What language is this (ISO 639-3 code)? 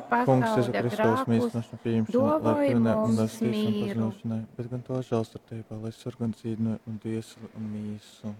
ltg